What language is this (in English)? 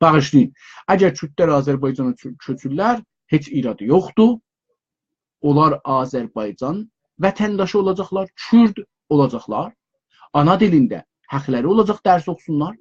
South Azerbaijani